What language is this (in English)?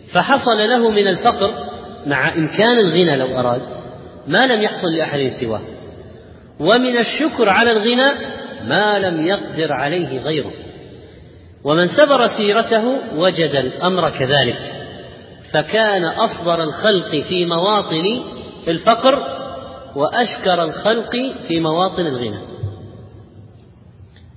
Arabic